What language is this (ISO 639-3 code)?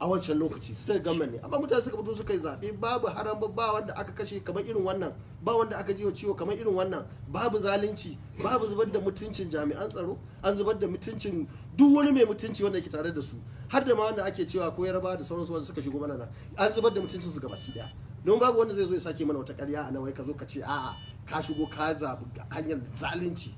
hau